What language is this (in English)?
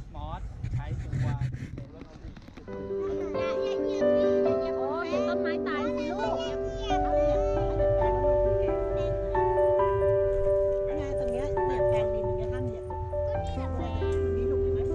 Thai